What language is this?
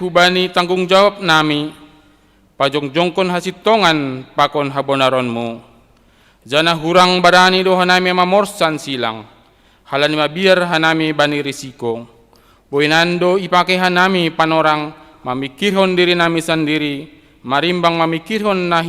Batak Simalungun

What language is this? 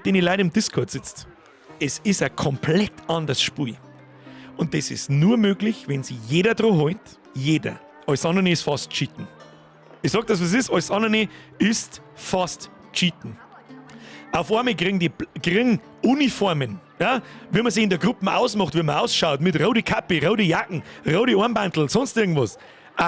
Bavarian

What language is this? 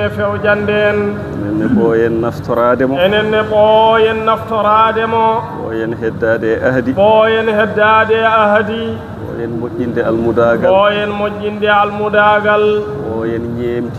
Fula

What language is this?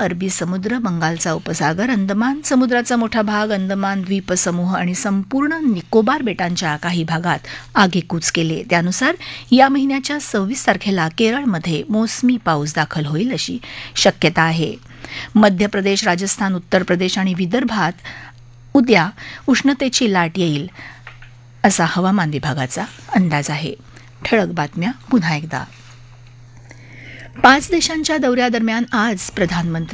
Marathi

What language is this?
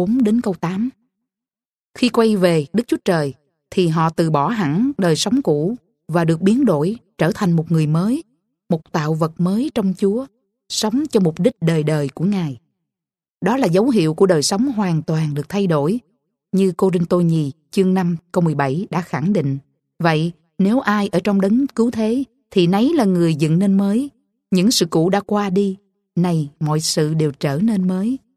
Vietnamese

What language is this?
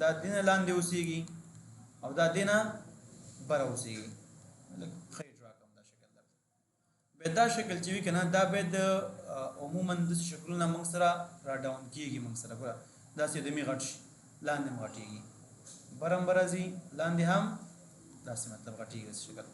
Pashto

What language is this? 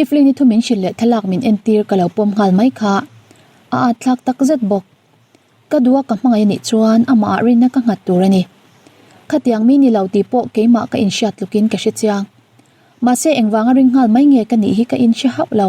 Mizo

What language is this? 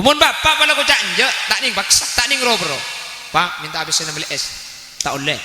Madurese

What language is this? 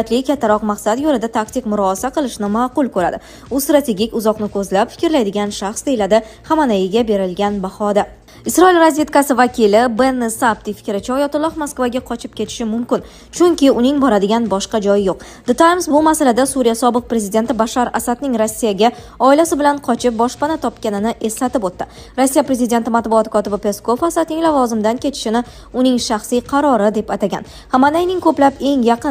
Uzbek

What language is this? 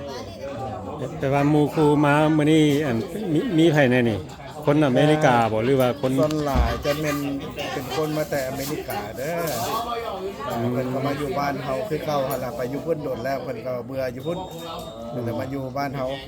Lao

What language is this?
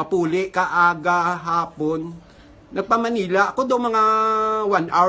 Hiligaynon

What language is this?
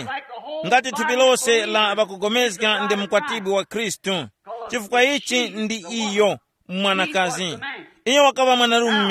Tumbuka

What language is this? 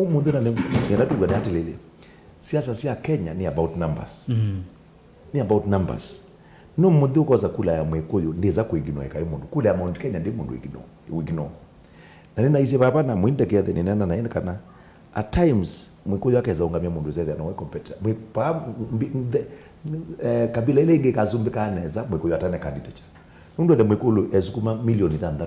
Kamba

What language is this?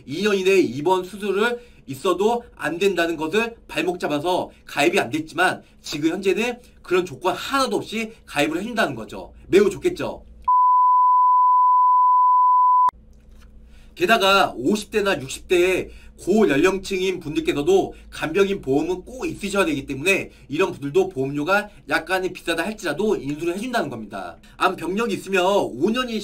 Korean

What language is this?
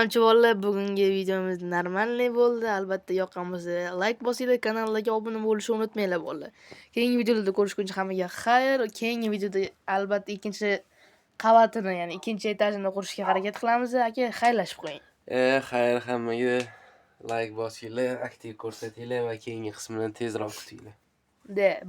Uzbek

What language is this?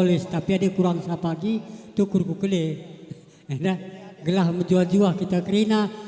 Batak Karo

